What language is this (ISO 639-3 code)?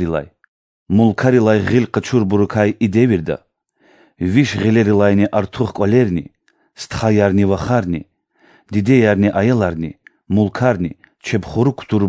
lez